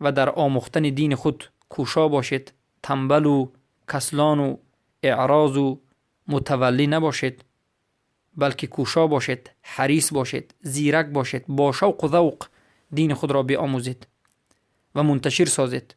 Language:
Persian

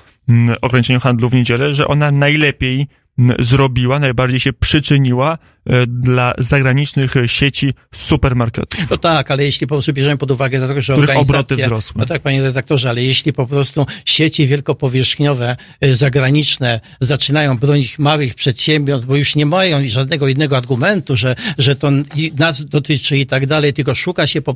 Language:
Polish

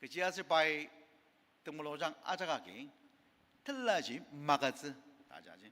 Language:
Ao Naga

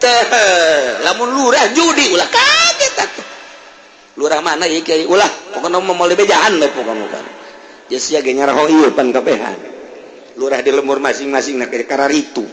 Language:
Sundanese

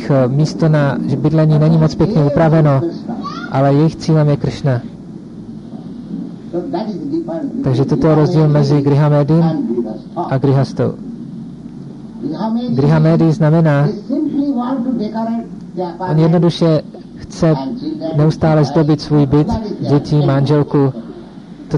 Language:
Czech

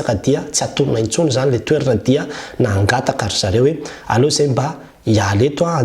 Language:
Malagasy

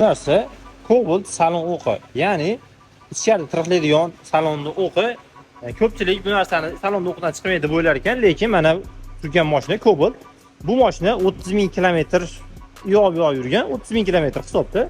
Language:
Uzbek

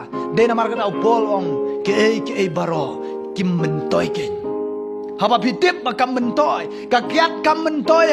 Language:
Khasi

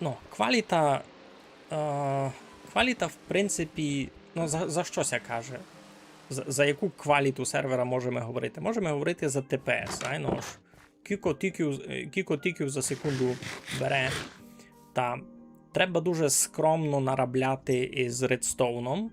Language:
Rusyn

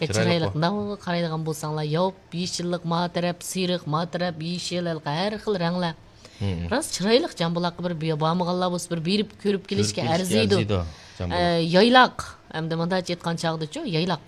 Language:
Uyghur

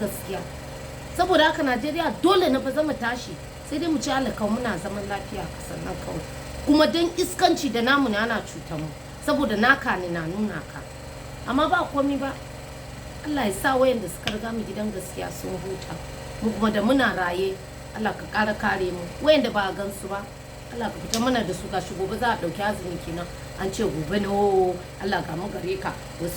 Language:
Hausa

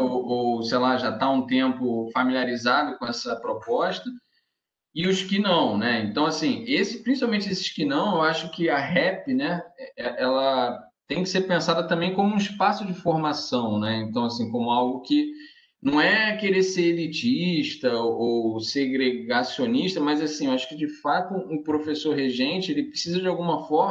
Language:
Portuguese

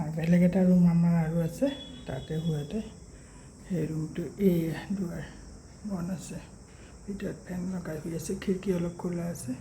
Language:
Assamese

